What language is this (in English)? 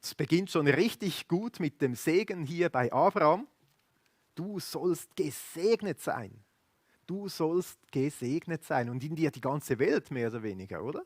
Swiss German